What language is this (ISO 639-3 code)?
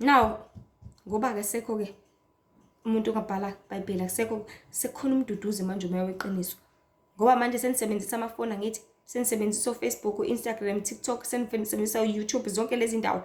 zul